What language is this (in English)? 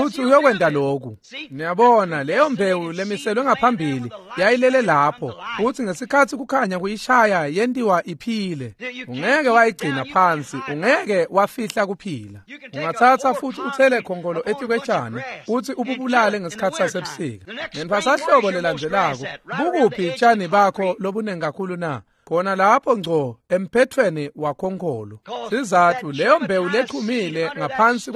Swati